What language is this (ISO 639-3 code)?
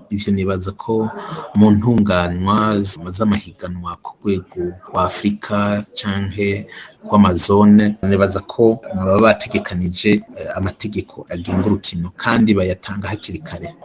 run